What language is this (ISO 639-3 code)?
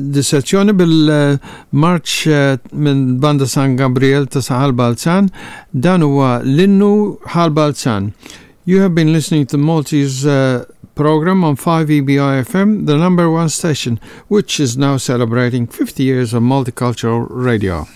mlt